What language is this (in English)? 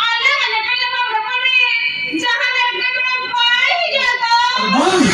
Santali